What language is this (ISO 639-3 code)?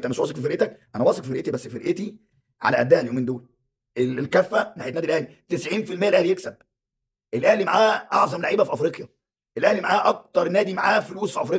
arz